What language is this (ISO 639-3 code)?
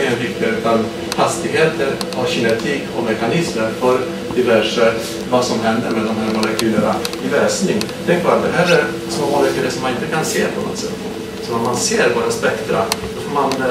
swe